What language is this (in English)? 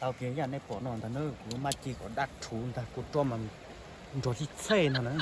Hmong